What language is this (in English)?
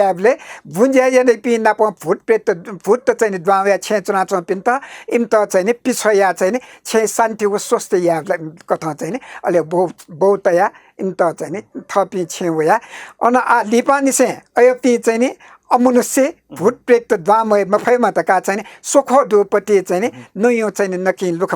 Newari